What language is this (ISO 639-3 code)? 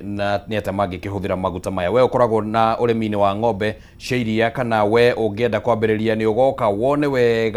kik